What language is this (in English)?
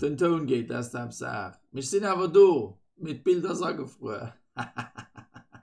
Luxembourgish